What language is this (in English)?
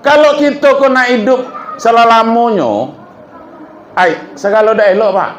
Minangkabau